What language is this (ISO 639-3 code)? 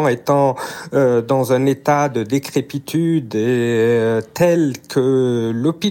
fra